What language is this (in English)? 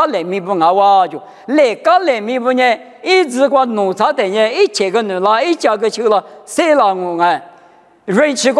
Lisu